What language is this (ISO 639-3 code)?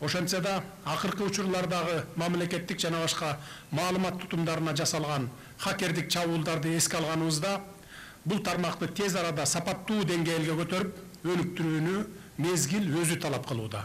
kir